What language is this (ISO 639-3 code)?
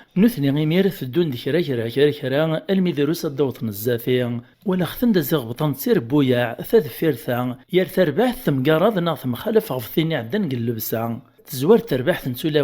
kab